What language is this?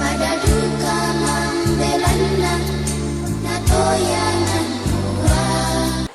Toraja-Sa'dan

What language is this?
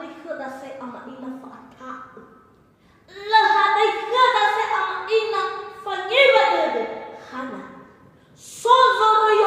Nias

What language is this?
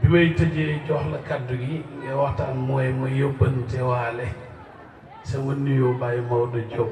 Wolof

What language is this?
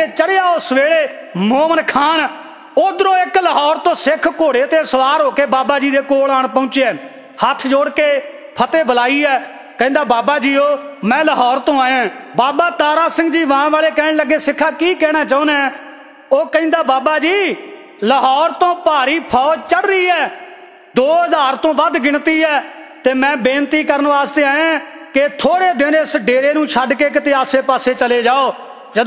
Punjabi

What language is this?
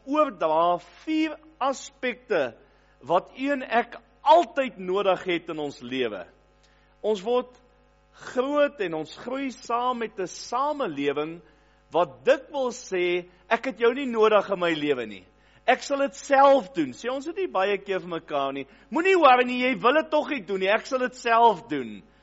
Afrikaans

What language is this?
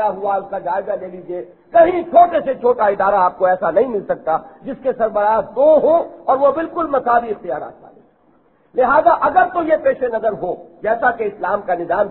Urdu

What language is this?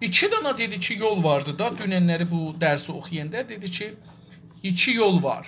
South Azerbaijani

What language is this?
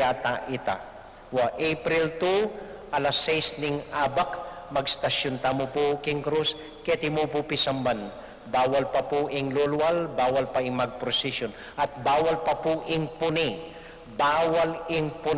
Pampanga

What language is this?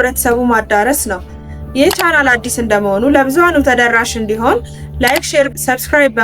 Amharic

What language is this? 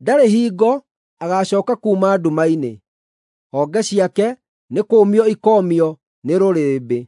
Kikuyu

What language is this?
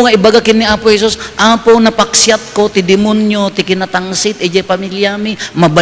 Iloko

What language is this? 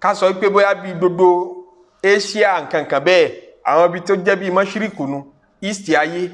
Yoruba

